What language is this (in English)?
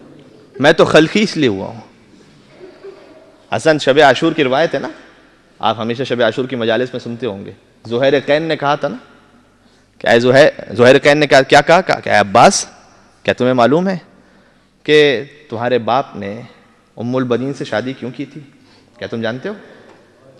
Urdu